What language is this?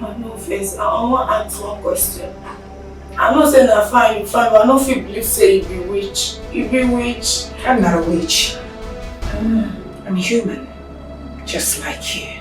Nigerian Pidgin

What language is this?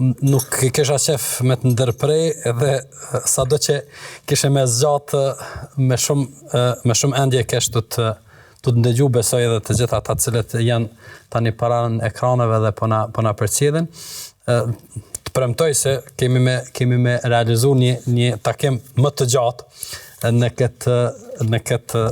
Albanian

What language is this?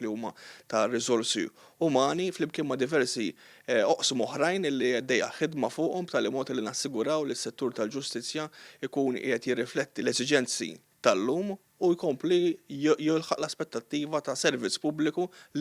Maltese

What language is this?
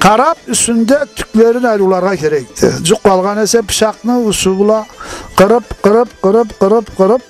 Karachay-Balkar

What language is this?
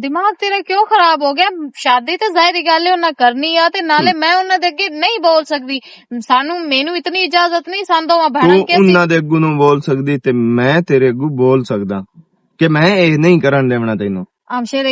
Western Panjabi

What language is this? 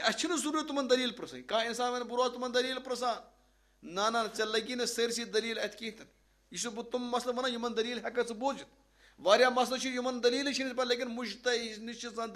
Kashmiri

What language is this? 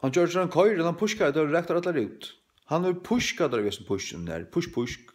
Faroese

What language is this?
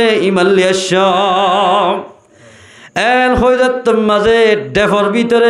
Rohingya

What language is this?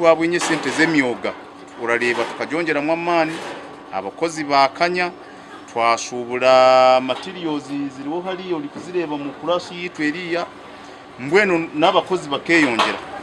Nyankole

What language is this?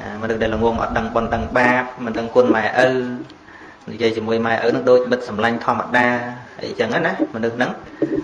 Khmer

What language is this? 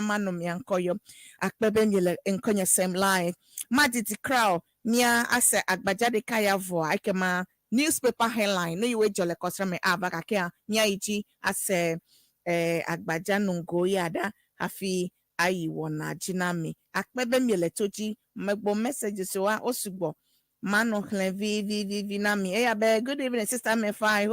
Ewe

